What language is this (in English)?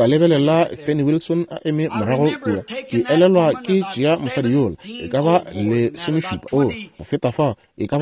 Northern Sotho